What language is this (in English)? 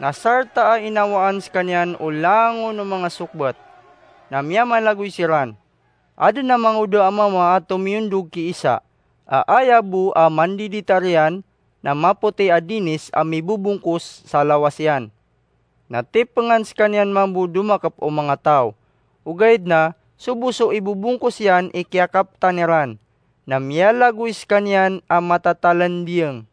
Maranao